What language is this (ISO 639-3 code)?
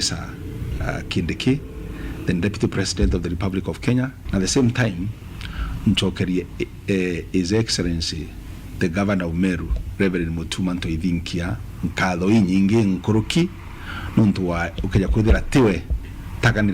mer